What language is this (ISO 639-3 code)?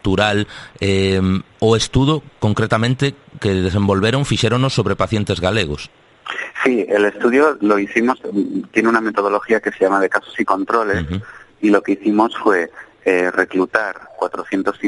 glg